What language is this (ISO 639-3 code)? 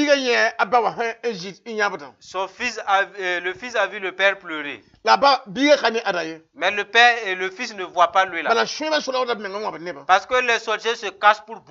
mos